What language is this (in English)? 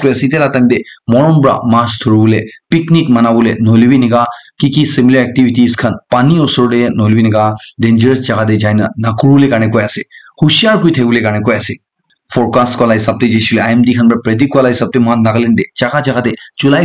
Naga Pidgin